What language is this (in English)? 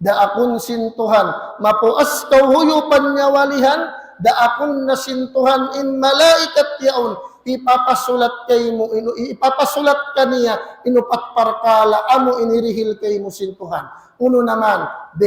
Tausug